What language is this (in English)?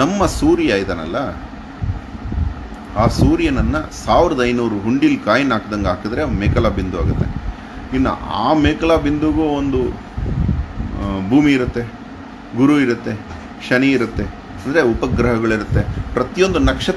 Kannada